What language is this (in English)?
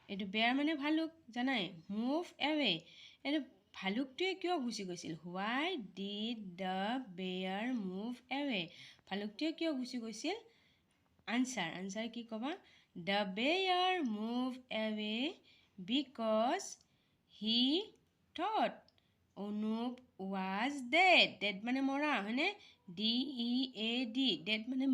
Assamese